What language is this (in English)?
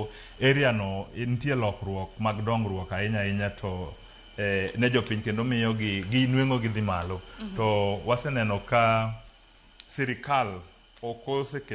Luo (Kenya and Tanzania)